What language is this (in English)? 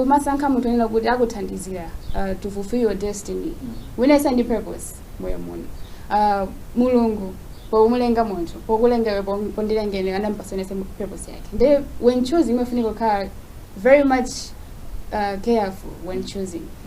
Nyanja